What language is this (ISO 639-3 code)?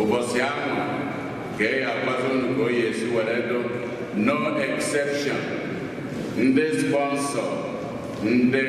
ibo